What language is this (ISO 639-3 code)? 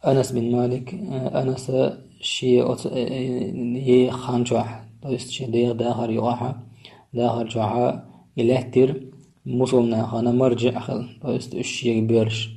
che